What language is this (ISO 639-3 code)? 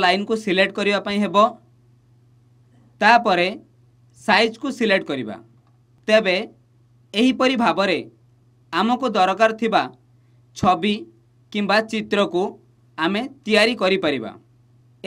ori